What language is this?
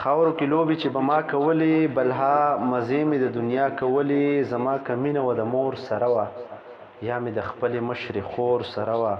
Pashto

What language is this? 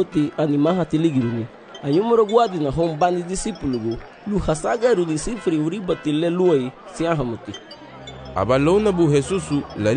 Garifuna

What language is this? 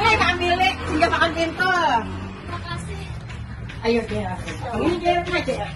Banjar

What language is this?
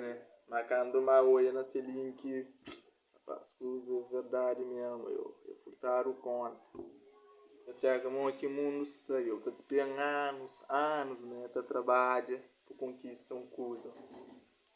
Kabuverdianu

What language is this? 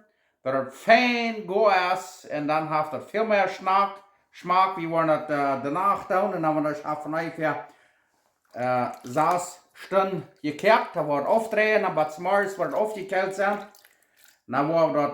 Plautdietsch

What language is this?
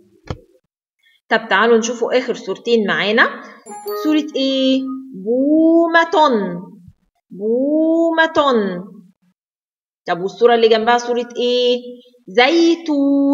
Egyptian Arabic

